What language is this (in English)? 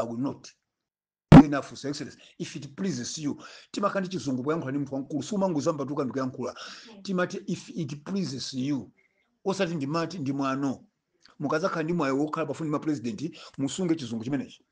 Nyanja